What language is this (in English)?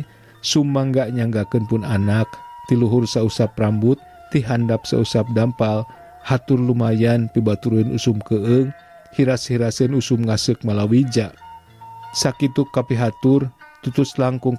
Sundanese